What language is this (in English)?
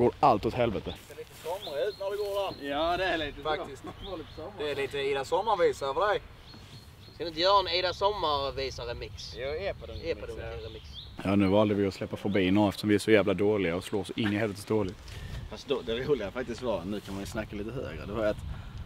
Swedish